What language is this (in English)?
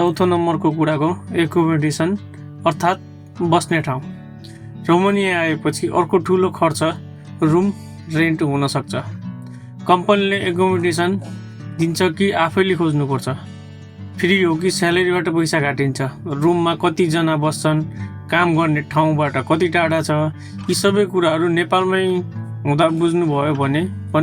Nepali